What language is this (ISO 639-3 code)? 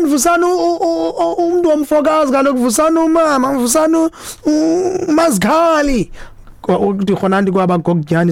xho